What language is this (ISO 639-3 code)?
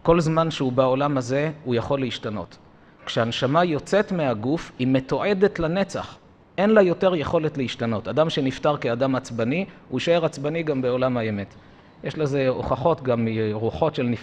heb